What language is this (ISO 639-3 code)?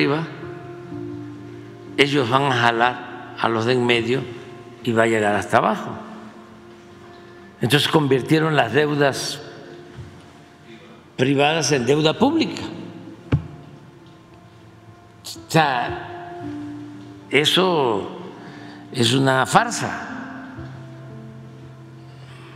spa